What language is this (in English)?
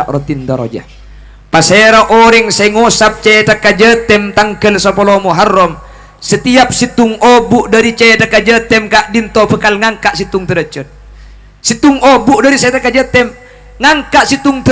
Madurese